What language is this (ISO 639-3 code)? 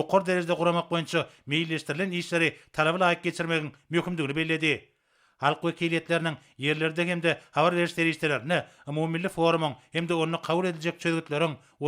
tuk